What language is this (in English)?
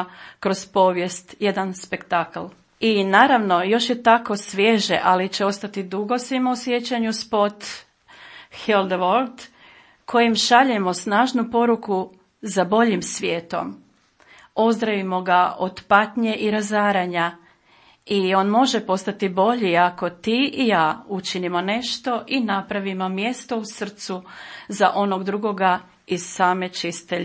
Croatian